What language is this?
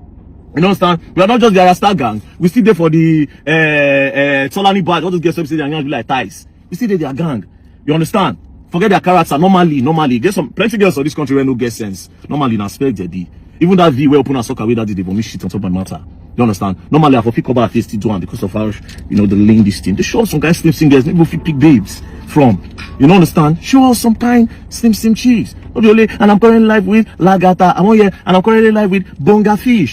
Nigerian Pidgin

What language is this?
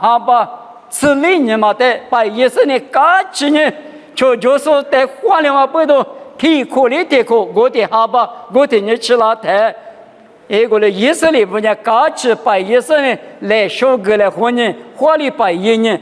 Lisu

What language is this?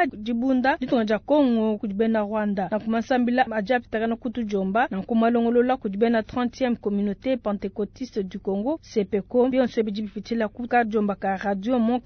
Luba-Lulua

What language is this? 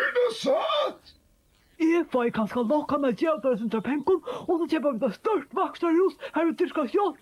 Faroese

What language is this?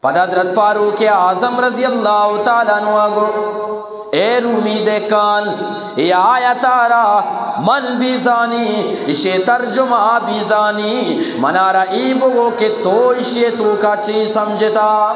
Eastern Balochi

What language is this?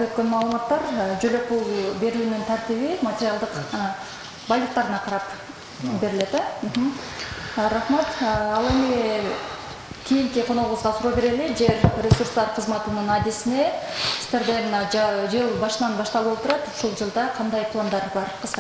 Kyrgyz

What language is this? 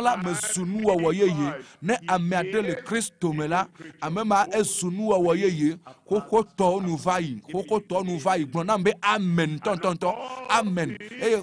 Ewe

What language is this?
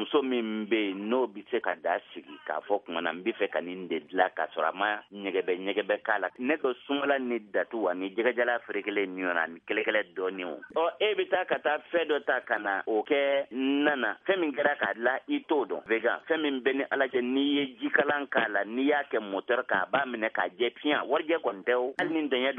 Bambara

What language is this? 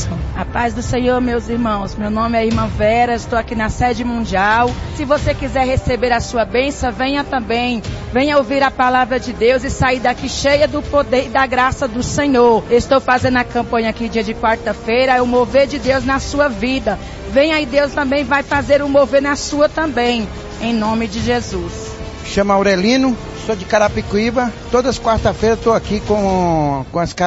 Portuguese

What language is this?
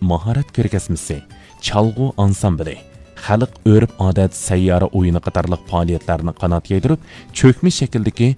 Uyghur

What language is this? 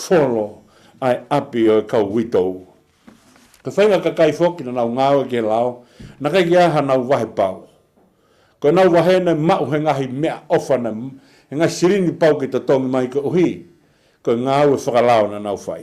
Tongan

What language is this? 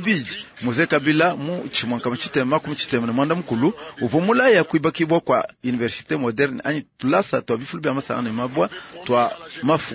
Luba-Lulua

